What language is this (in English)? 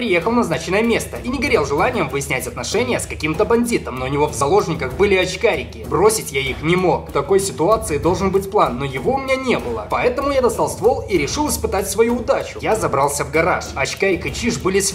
Russian